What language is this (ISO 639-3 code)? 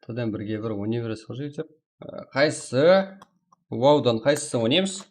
kaa